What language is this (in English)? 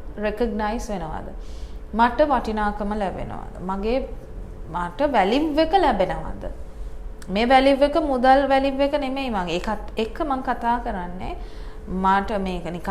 Sinhala